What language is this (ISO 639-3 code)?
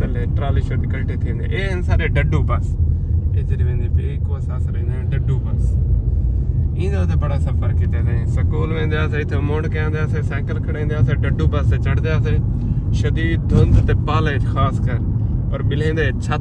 skr